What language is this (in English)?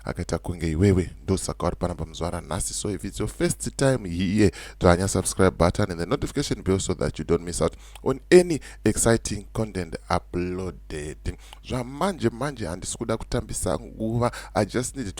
Shona